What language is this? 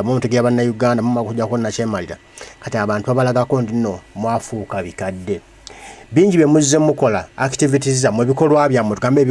Ganda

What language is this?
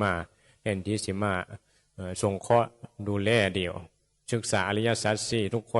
Northeastern Thai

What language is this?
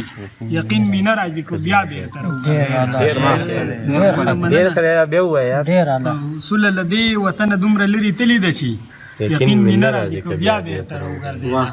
Pashto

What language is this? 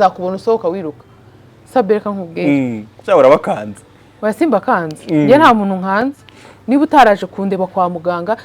Kinyarwanda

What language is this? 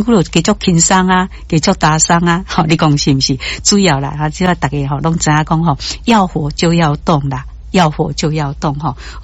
Min Nan Chinese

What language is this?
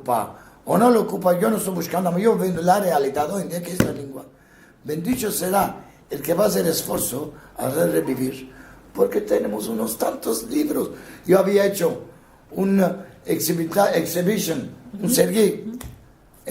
Ladino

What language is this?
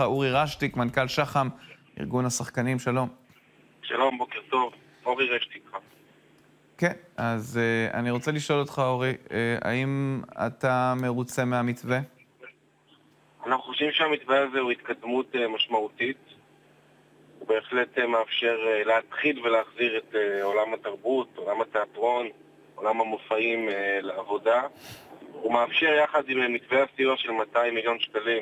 Hebrew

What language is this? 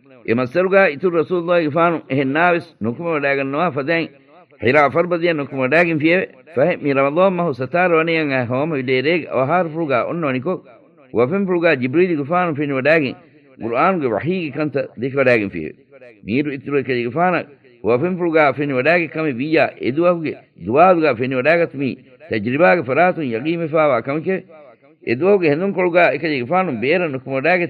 Divehi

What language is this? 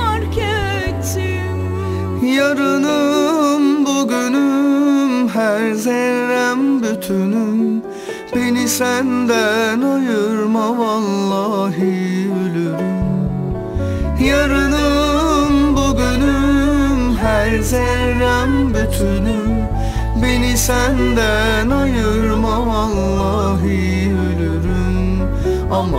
Turkish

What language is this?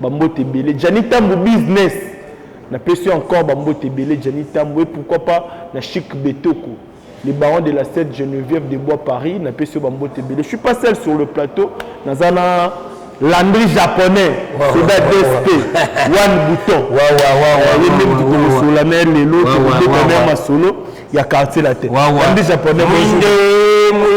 Lingala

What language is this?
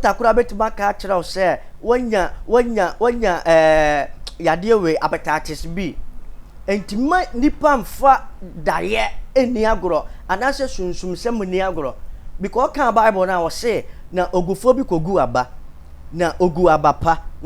Akan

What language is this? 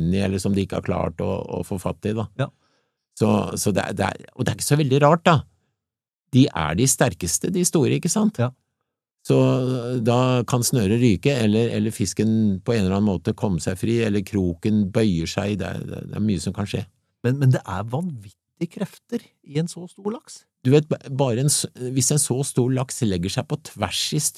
Norwegian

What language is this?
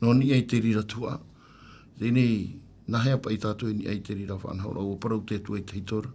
Tahitian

